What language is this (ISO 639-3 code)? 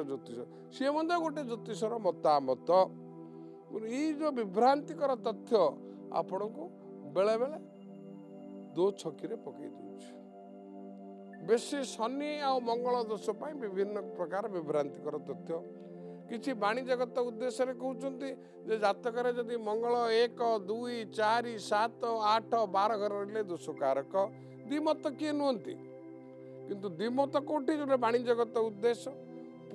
ori